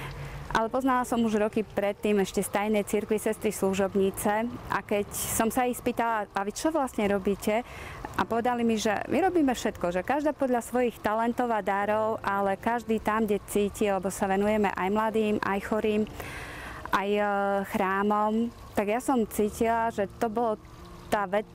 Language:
Slovak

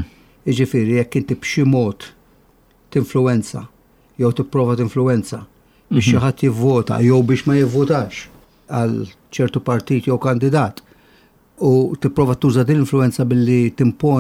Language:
Maltese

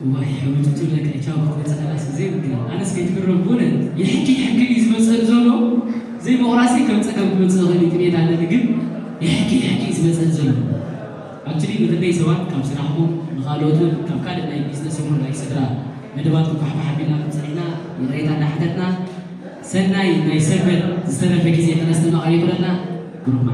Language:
Tigrinya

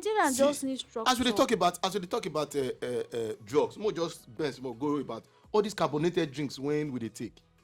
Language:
Nigerian Pidgin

